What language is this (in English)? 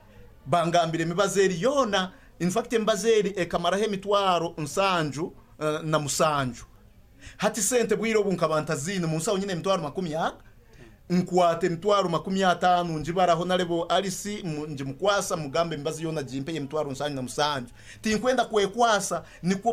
Nyoro